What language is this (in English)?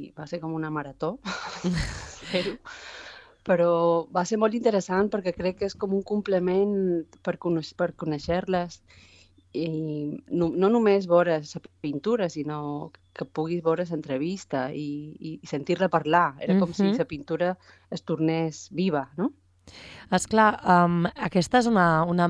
Catalan